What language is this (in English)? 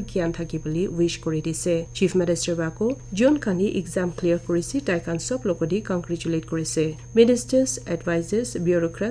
Naga Pidgin